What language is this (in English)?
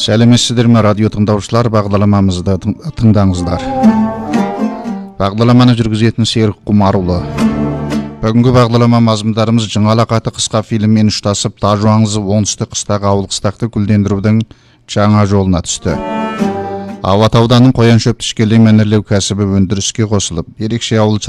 Kazakh